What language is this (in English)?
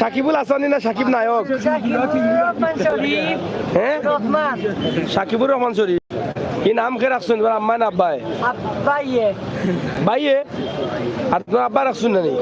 Sylheti